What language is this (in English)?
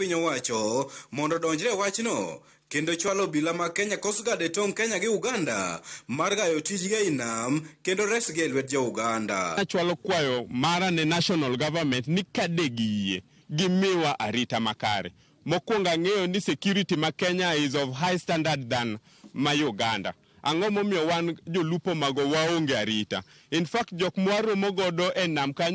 Luo (Kenya and Tanzania)